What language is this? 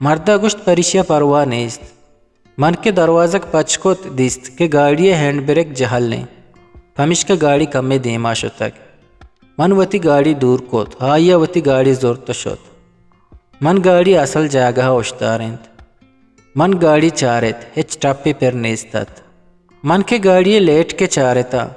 Eastern Balochi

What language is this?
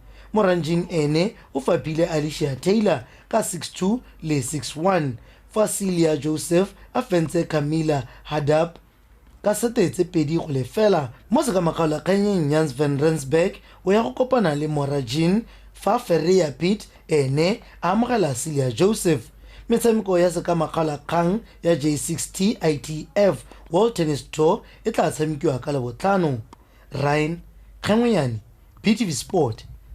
Tswana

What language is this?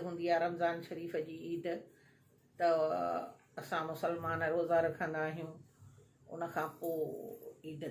Sindhi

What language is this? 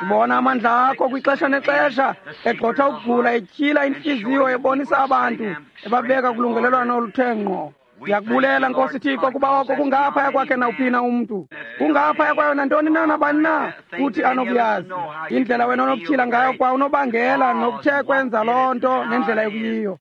Xhosa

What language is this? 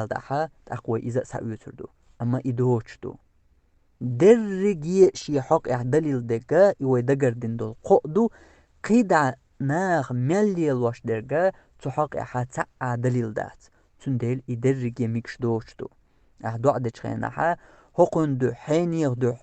Chechen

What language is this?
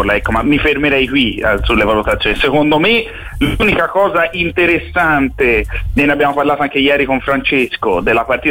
Italian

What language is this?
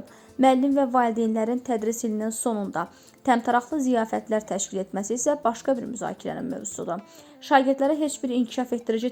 Azerbaijani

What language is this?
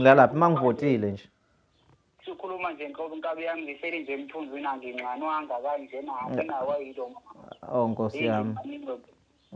Zulu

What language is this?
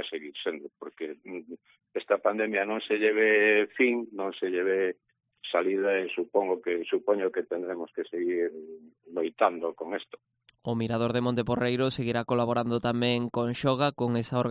Galician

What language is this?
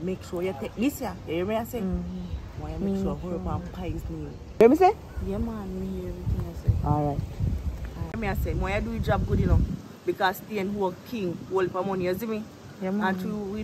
Jamaican Creole English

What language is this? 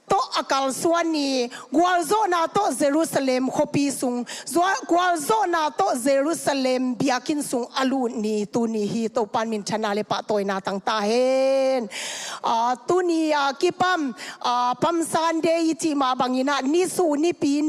Tedim Chin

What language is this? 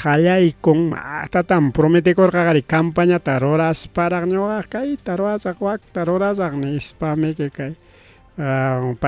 Ayacucho Quechua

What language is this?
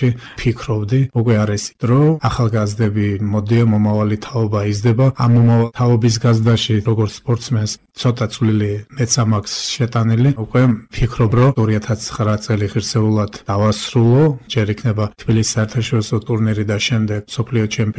Georgian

